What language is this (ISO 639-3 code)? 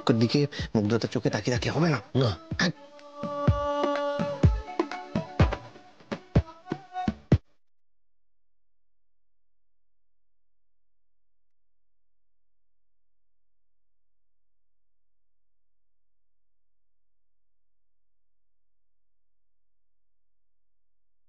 ben